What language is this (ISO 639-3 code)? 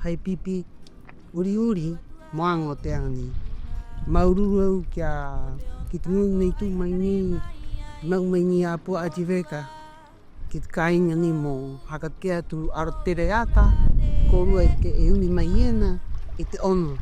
rap